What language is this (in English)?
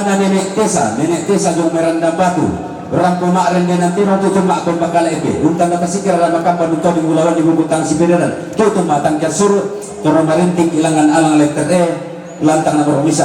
Toraja-Sa'dan